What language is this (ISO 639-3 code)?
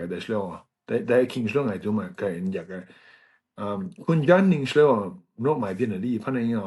kac